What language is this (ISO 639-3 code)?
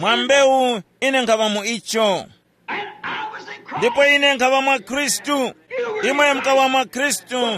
tum